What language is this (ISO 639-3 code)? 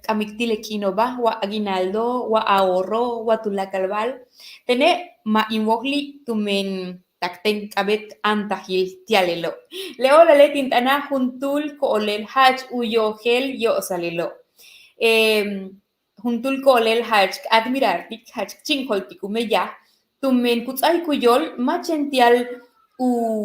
yua